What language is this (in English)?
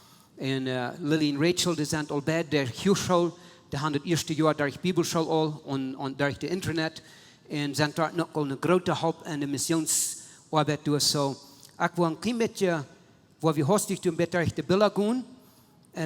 Plautdietsch